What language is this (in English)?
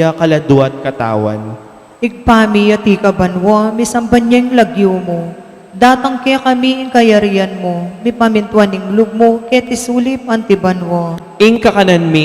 Pampanga